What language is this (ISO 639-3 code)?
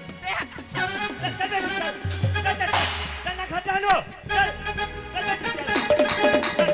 hne